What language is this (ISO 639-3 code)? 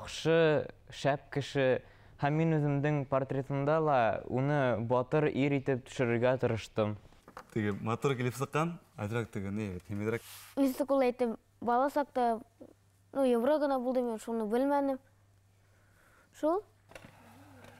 bak